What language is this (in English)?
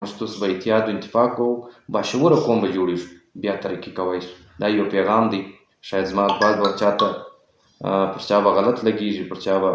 Pashto